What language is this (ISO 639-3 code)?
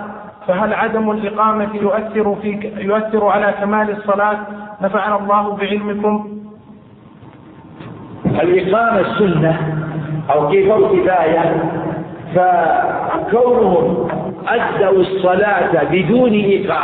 ara